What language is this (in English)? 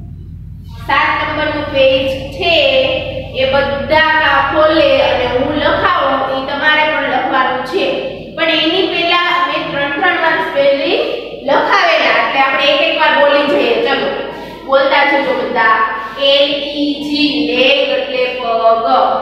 Gujarati